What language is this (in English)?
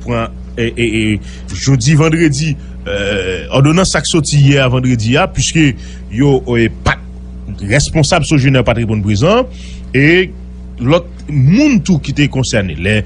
Haitian Creole